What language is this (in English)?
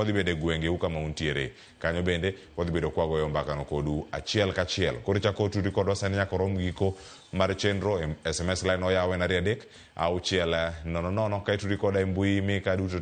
Luo (Kenya and Tanzania)